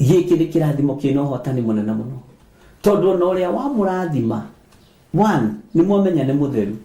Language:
Kikuyu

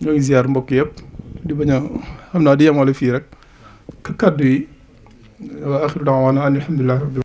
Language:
Wolof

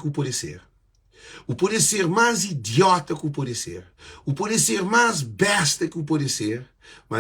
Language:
Kabuverdianu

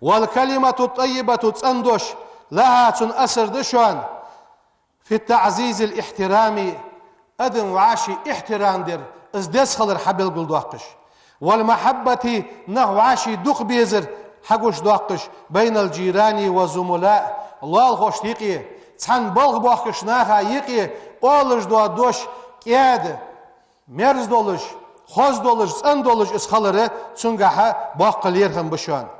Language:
Ingush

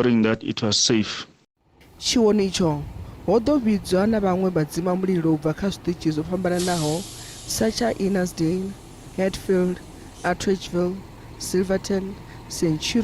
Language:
Venda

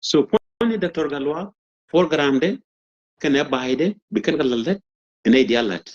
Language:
Nuer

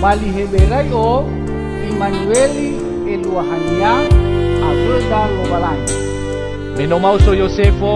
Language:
Nias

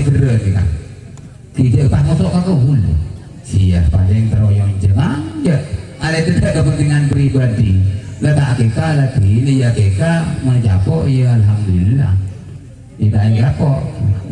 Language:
Madurese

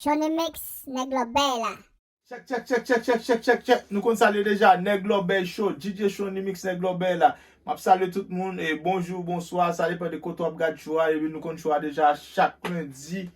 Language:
Haitian Creole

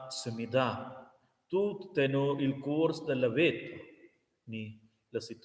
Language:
Romansh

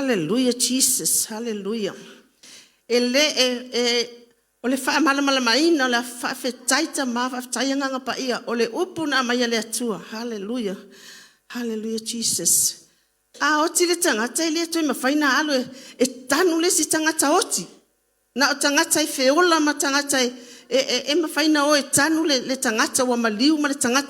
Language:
Samoan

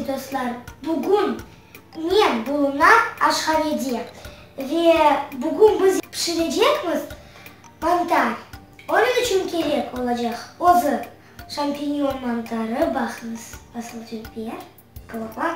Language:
Crimean Tatar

